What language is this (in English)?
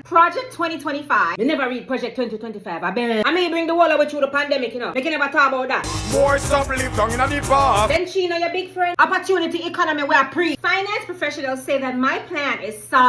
Jamaican Creole English